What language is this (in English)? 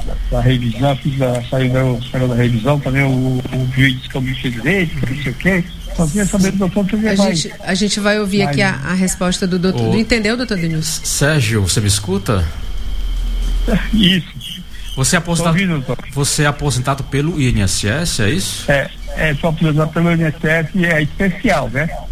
Portuguese